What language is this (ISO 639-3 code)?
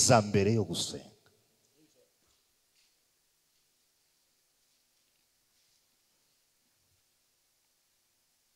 kin